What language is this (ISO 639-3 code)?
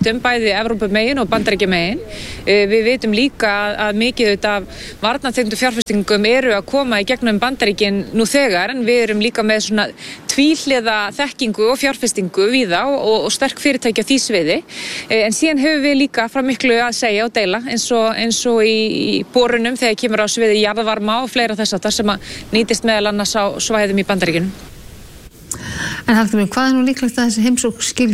isl